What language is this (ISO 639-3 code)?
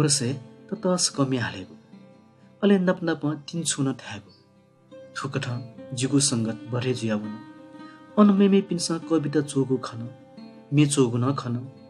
new